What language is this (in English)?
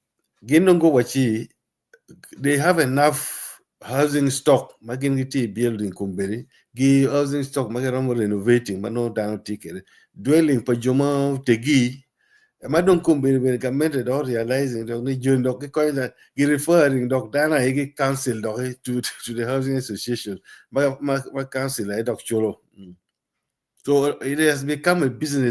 Acoli